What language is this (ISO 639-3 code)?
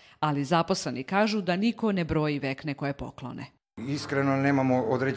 srp